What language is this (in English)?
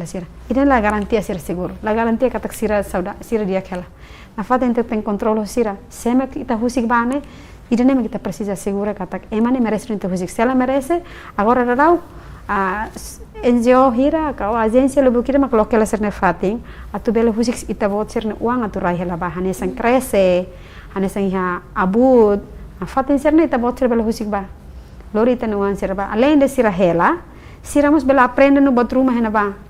Tetum